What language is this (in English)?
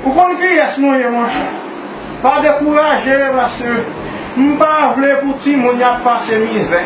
Haitian Creole